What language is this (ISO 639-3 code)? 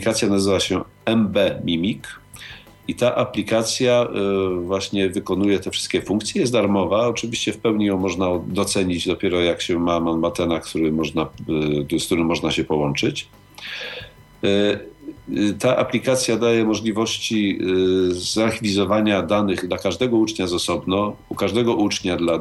pol